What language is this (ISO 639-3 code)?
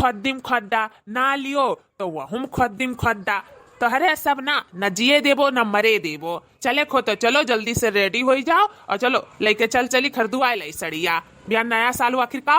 awa